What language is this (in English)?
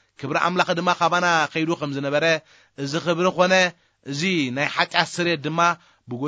Tigrinya